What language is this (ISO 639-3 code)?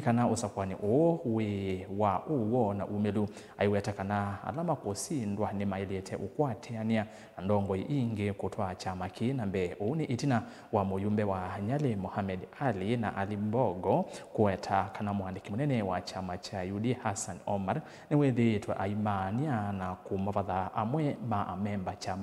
kam